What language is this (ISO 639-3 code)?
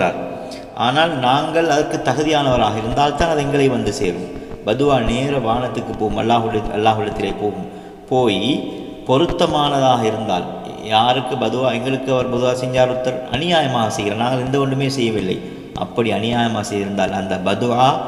tam